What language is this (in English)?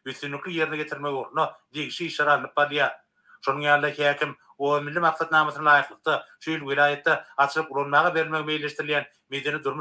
Turkmen